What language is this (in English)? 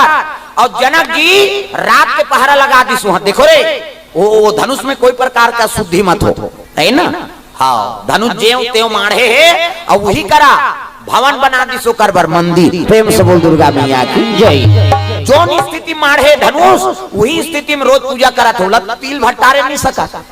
Chhattisgarhi